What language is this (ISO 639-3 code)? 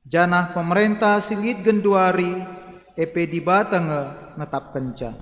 btx